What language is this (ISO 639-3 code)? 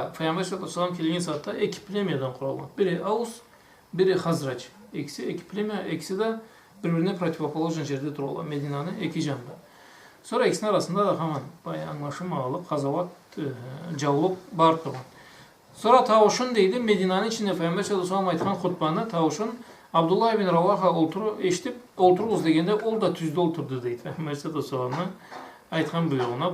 krc